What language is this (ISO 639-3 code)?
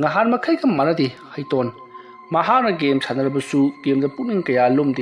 mni